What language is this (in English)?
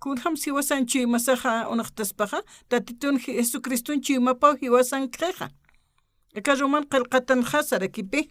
Aymara